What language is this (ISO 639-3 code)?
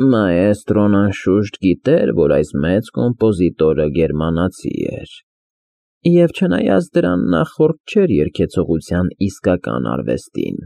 hye